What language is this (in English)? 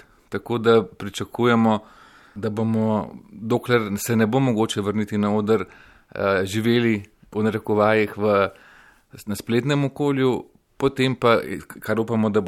Slovenian